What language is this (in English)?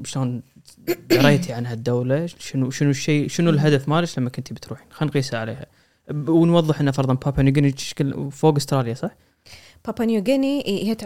Gulf Arabic